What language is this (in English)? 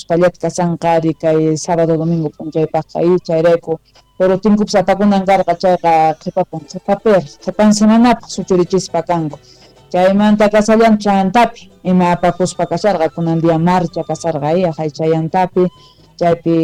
South Bolivian Quechua